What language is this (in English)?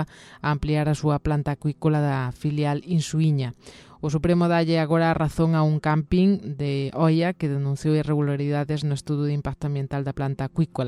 Galician